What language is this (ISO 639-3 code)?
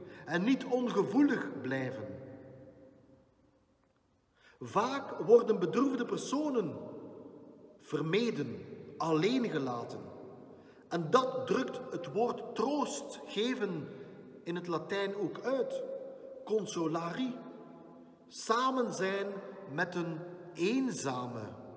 nld